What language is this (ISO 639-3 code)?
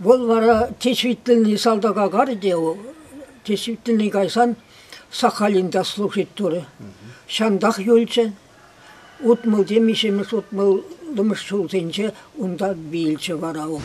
chv